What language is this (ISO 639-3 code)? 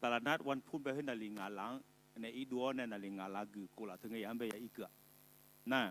ahk